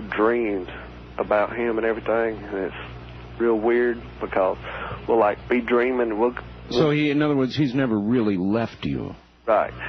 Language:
English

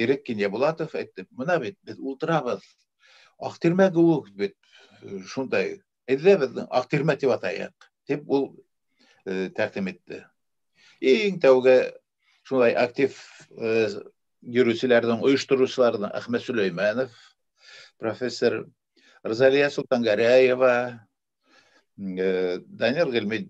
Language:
Bashkir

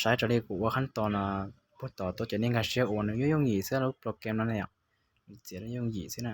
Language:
Hmong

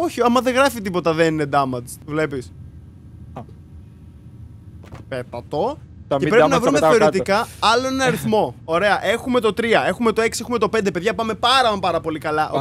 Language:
Greek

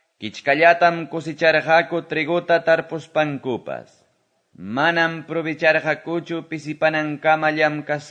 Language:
Quechua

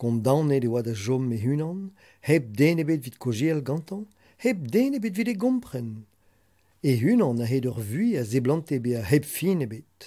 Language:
Breton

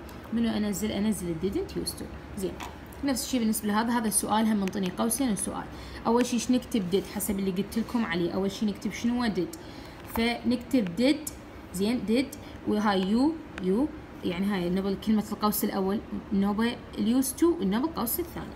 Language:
Mesopotamian Arabic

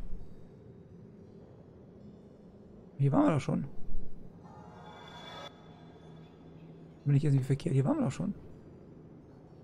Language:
German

